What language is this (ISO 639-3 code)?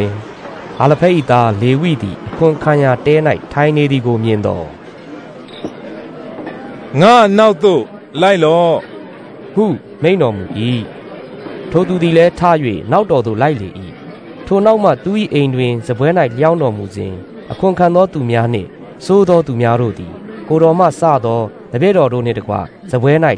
mya